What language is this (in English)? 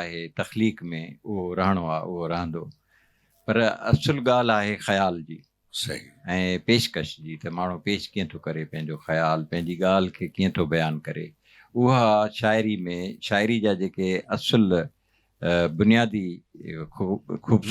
Sindhi